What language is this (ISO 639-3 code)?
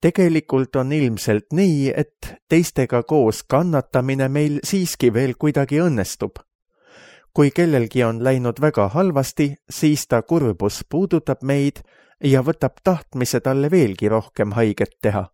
est